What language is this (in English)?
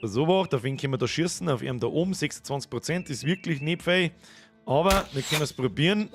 Bavarian